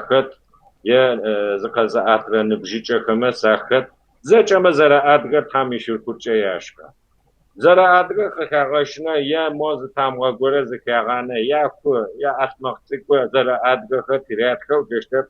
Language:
Kabardian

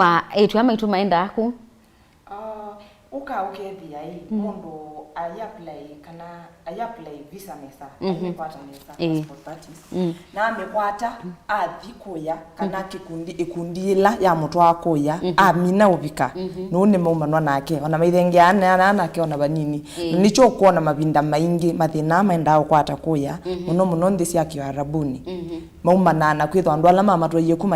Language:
Kamba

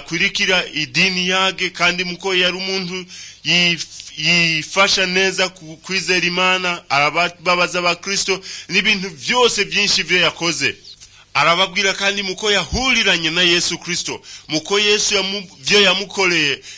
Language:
Rundi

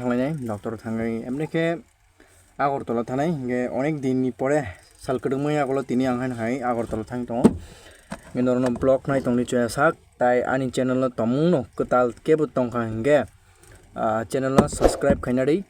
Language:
Kok Borok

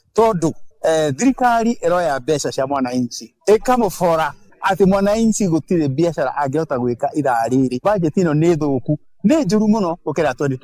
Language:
Kikuyu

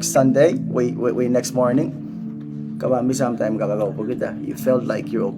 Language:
Pohnpeian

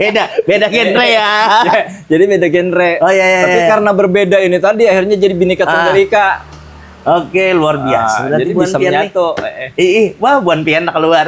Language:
Banjar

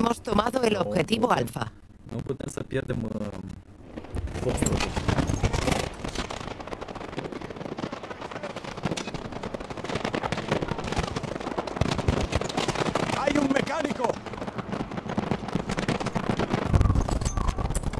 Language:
Romanian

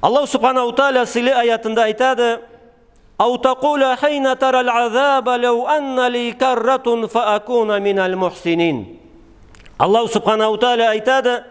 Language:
Karachay-Balkar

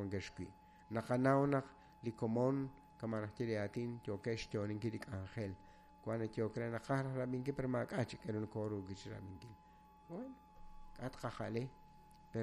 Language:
Kekchí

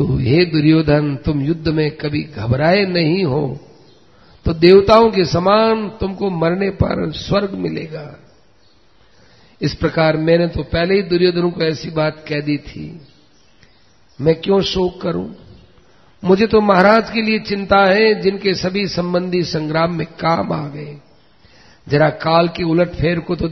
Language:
Hindi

